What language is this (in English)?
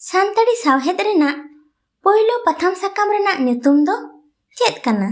Santali